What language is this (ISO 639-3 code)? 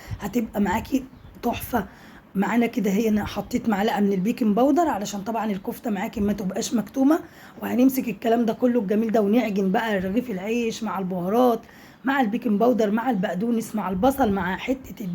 arz